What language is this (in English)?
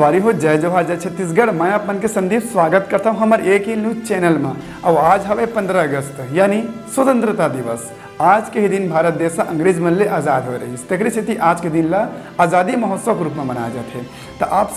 Chhattisgarhi